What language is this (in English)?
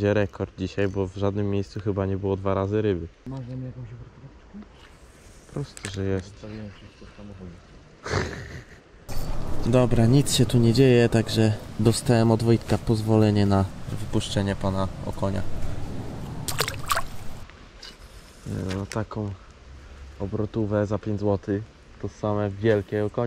Polish